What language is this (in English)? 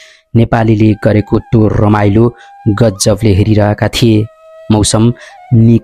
Nepali